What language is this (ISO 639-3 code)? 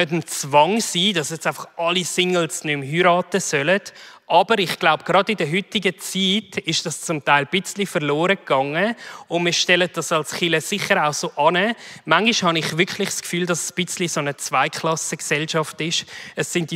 gsw